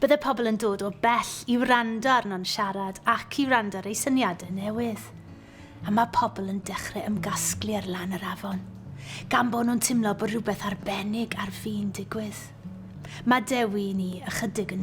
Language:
Welsh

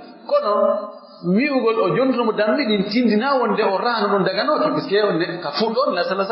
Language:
Fula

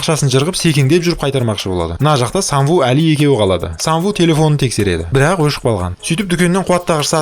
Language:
Kazakh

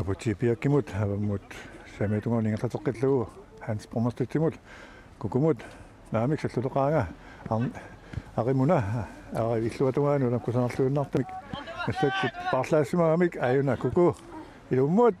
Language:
Kalaallisut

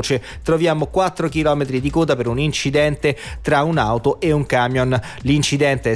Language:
Italian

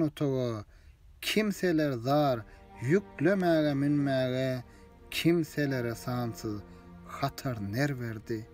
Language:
Turkmen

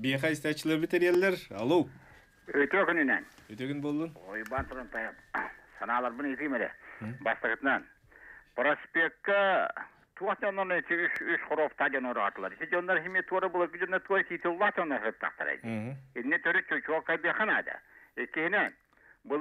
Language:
Yakut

